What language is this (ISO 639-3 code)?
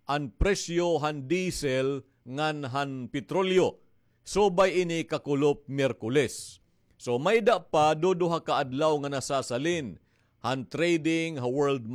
war